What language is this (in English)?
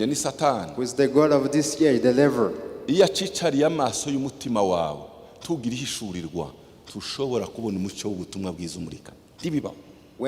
Kinyarwanda